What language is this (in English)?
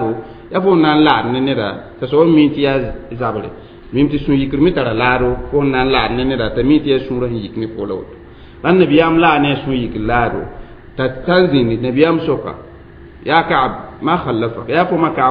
Mossi